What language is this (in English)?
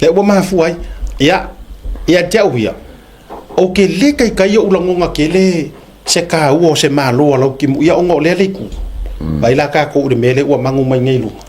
Samoan